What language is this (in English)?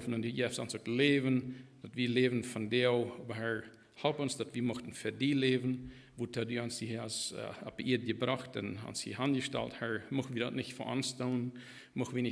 Plautdietsch